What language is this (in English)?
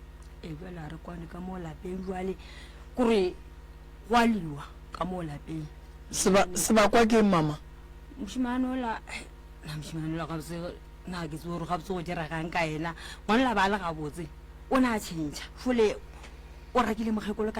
Northern Sotho